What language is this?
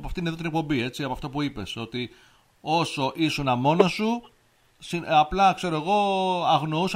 Greek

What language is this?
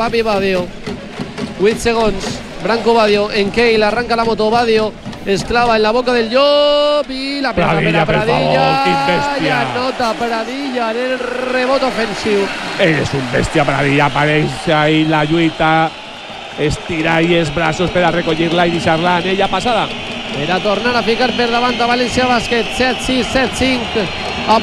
Catalan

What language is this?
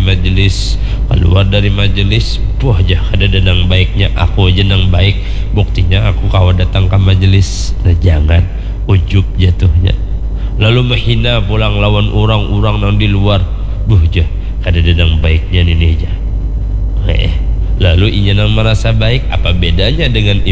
Banjar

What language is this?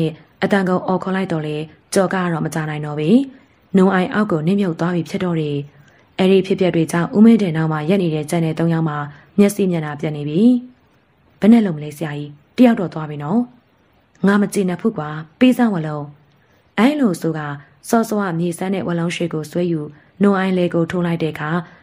Burmese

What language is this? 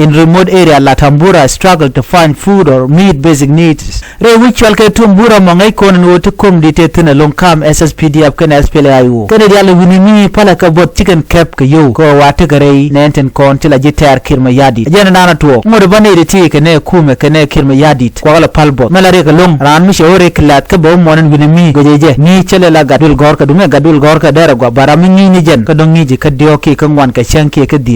Nuer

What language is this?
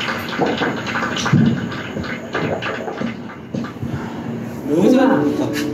Korean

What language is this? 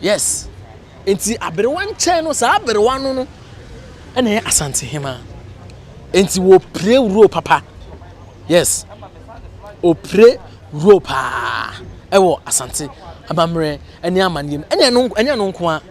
Akan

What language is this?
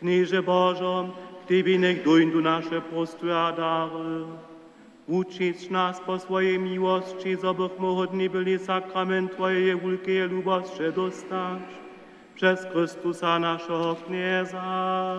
Upper Sorbian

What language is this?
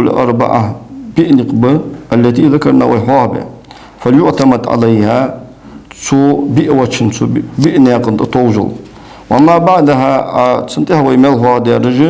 Ingush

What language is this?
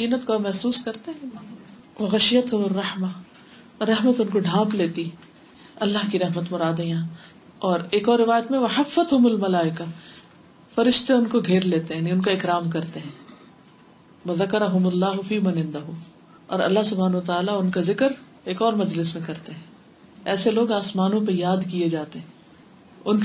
Urdu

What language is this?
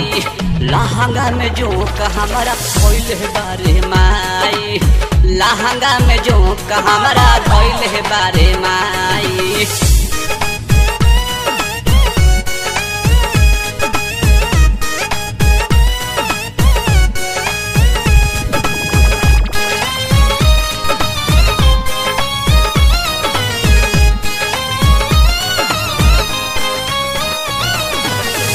Bhojpuri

